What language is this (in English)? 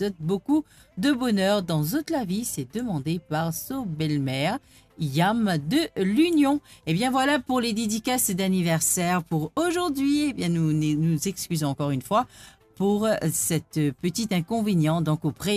Morisyen